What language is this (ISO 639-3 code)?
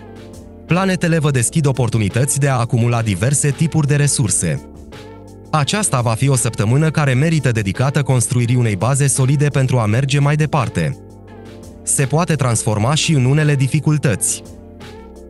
ron